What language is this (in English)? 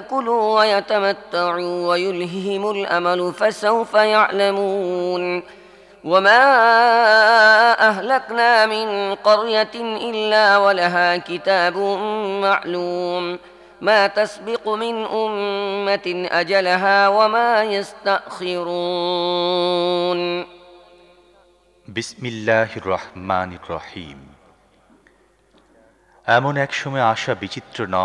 Bangla